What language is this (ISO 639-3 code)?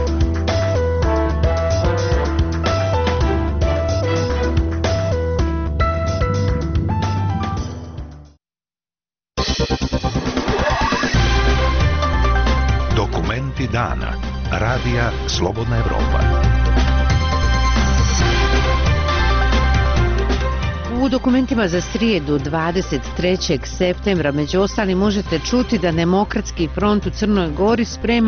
bos